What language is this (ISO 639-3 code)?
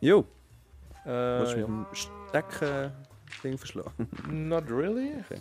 gsw